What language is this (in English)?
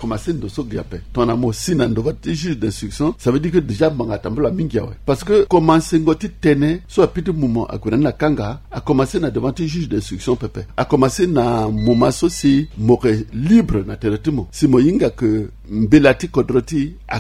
Sango